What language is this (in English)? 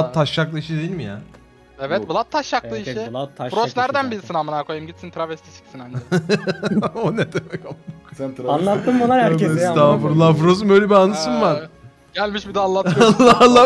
Turkish